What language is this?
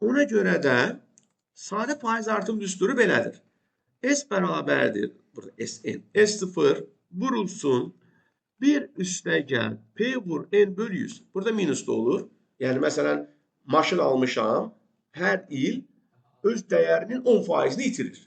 Azerbaijani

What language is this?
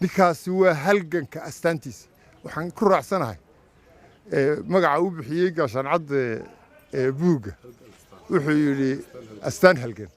Somali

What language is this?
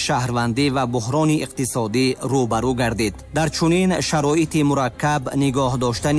Tajik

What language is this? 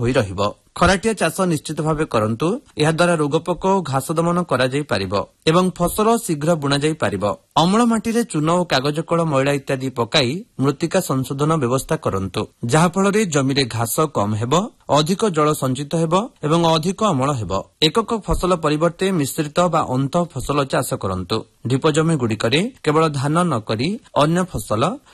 Odia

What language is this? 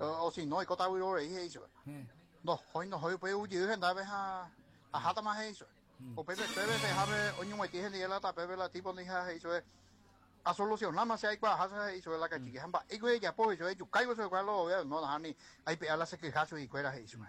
Guarani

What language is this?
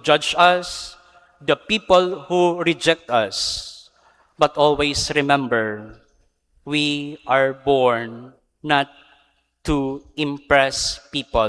Bikol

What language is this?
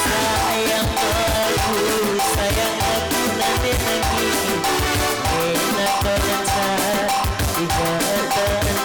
Batak Karo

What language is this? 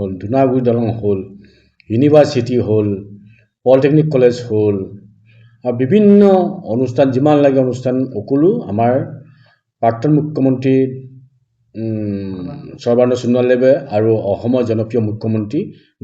Assamese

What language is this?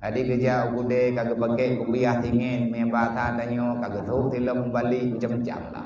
Achinese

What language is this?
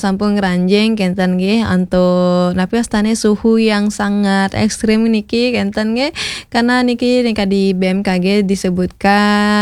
Balinese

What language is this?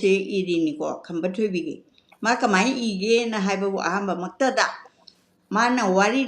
Manipuri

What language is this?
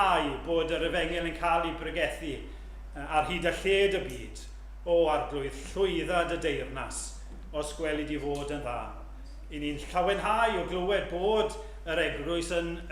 Welsh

